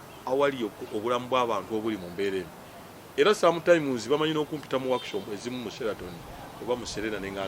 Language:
Ganda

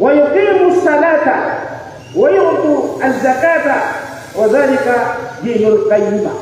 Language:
Maranao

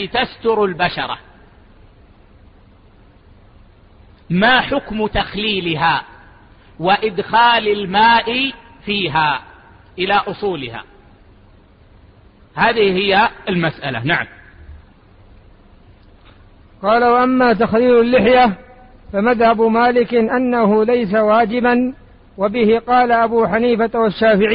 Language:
Arabic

